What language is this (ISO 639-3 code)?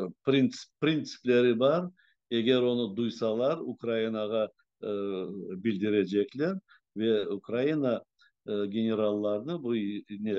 crh